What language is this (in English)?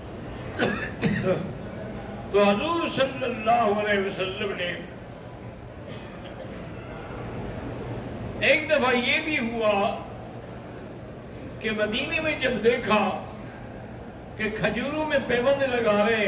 Urdu